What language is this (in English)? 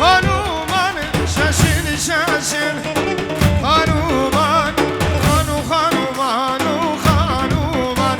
Kurdish